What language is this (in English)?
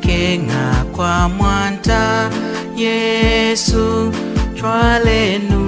Lunda